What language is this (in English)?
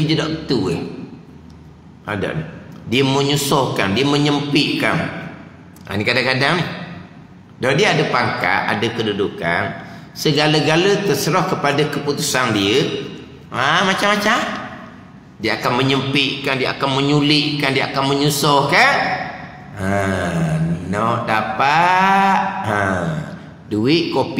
Malay